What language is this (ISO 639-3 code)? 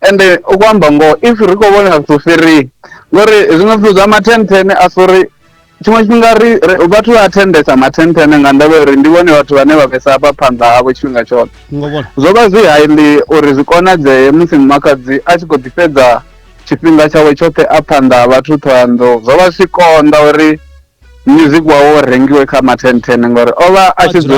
ven